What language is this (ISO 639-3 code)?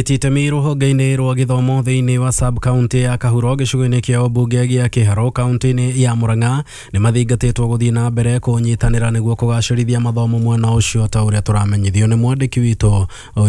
kik